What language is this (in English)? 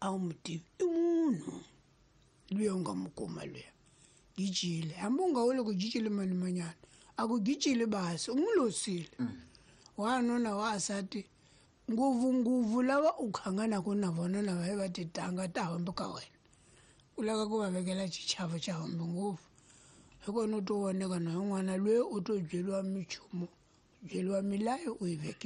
Tsonga